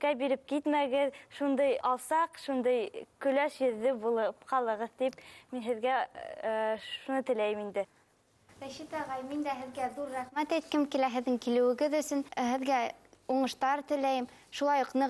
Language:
Bashkir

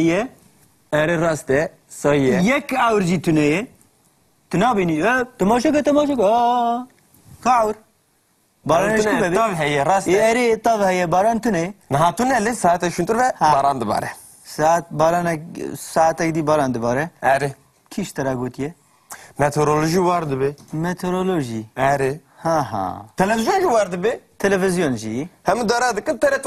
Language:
Kurdish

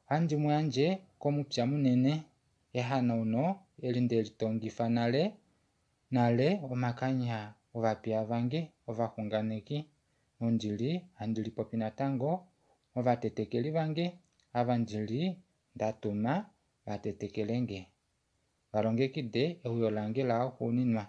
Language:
Kuanyama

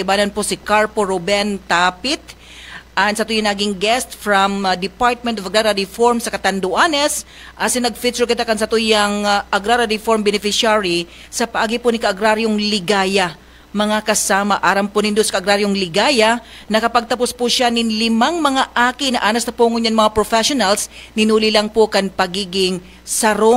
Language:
Bikol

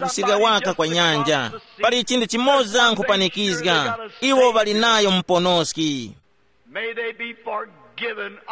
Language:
Tumbuka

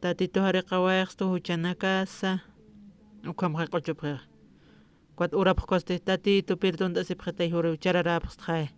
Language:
Aymara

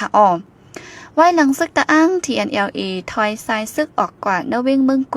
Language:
Shan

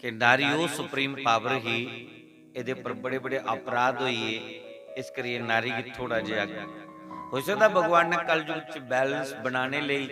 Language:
Dogri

